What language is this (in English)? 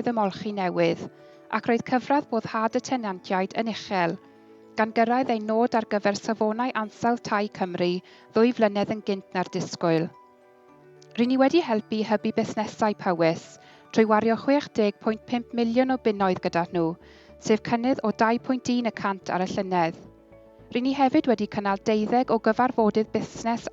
Welsh